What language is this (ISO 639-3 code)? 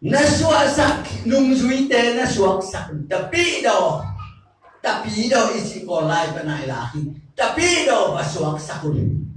ctd